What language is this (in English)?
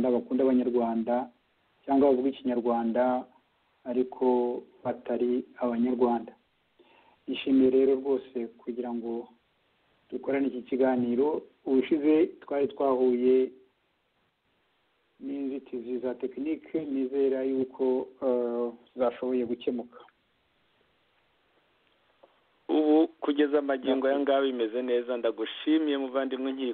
Kinyarwanda